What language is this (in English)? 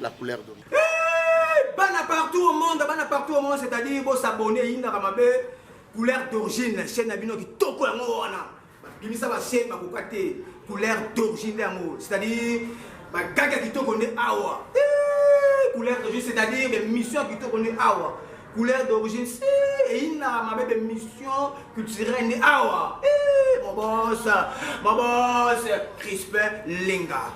Lingala